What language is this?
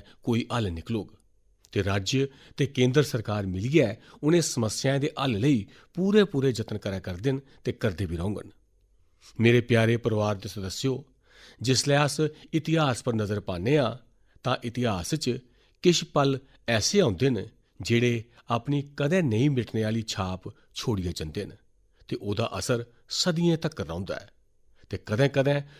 Dogri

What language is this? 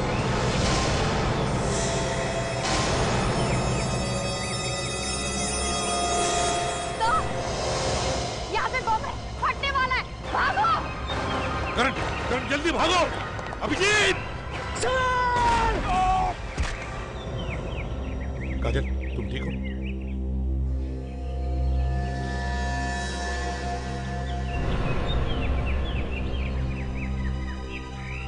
Hindi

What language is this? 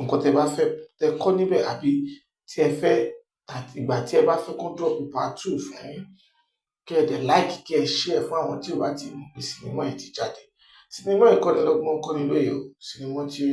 Yoruba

